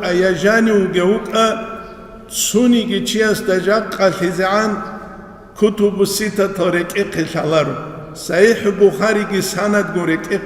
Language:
Avaric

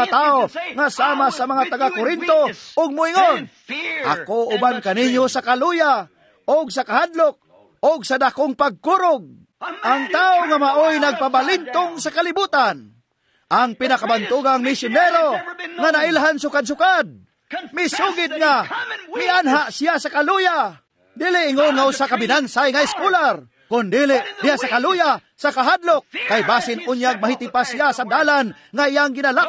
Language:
Cebuano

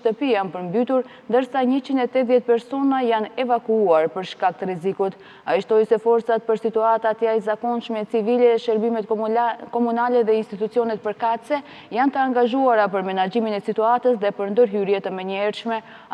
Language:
Albanian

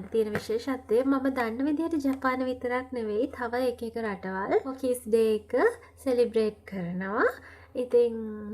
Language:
Sinhala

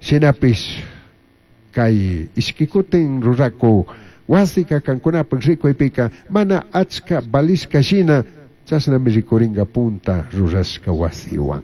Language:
Chimborazo Highland Quichua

